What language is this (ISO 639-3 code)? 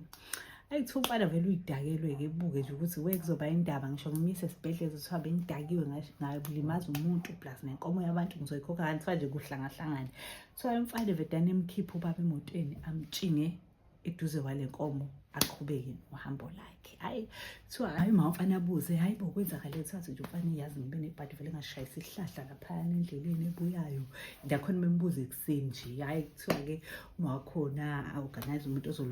zul